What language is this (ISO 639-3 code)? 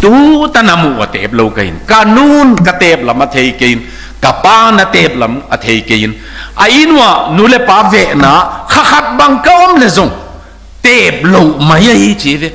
ctd